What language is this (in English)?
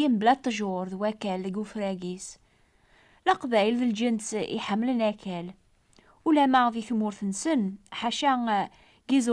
Kabyle